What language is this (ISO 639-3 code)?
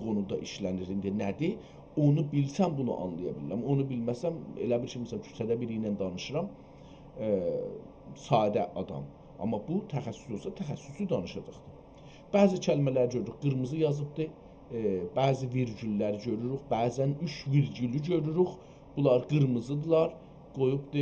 azb